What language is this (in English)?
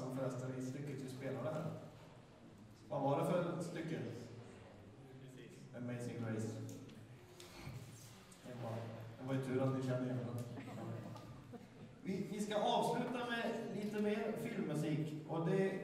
Swedish